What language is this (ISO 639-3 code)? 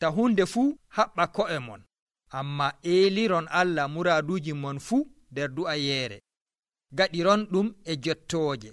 fuv